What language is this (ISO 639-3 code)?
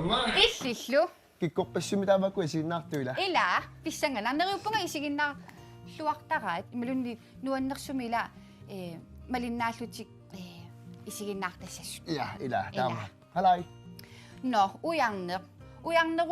kal